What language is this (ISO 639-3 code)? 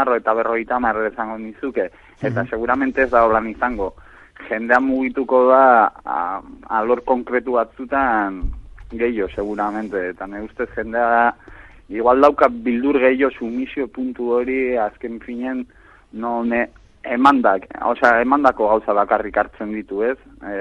eus